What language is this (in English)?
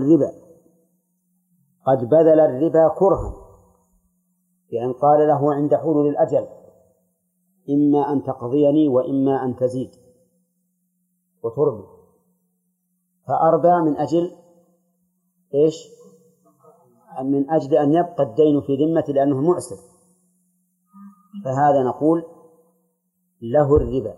Arabic